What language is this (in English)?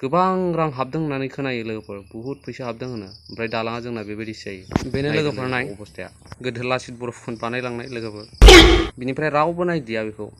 Bodo